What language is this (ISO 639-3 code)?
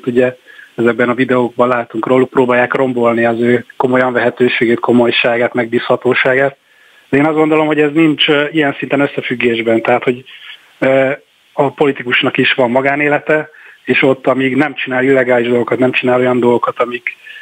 hun